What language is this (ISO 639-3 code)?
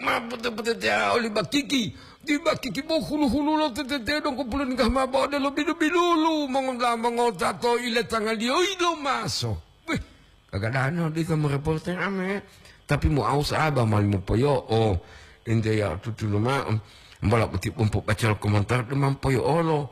gor